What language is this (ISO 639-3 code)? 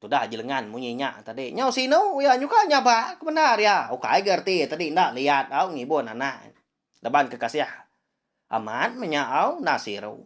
iba